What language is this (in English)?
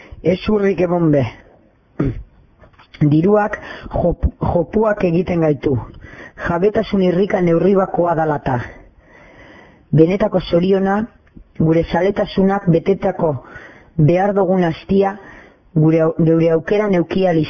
Basque